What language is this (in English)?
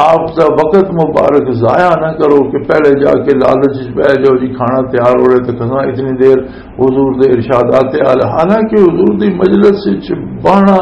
Western Panjabi